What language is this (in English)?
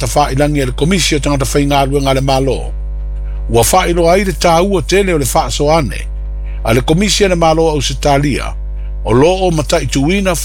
Samoan